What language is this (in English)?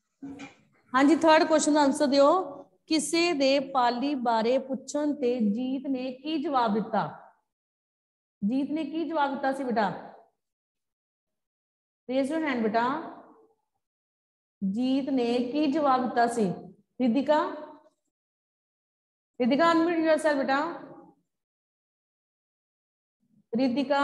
Punjabi